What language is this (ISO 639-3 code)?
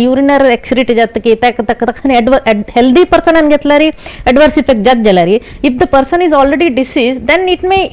kok